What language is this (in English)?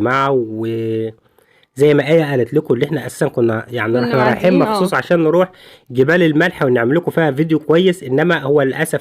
Egyptian Arabic